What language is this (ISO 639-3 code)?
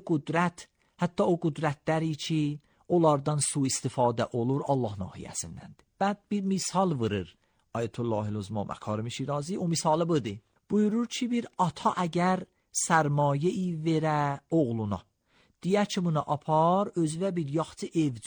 aze